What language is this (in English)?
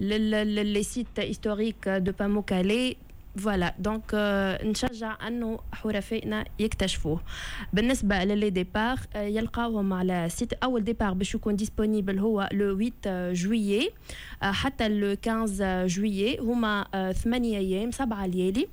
Tunisian Arabic